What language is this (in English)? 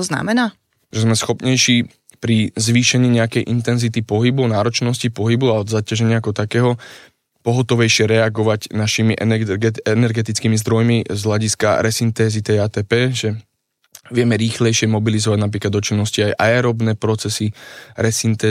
Slovak